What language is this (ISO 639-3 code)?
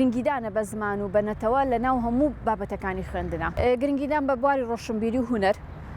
ckb